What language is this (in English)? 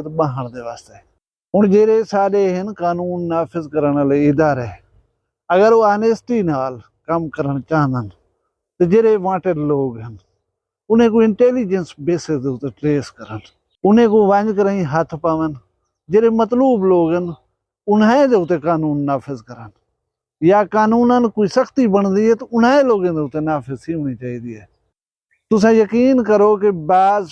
Saraiki